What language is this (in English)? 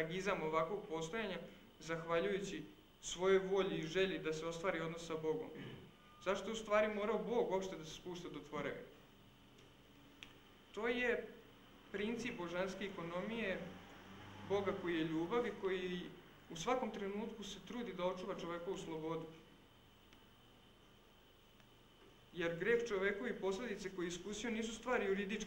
Serbian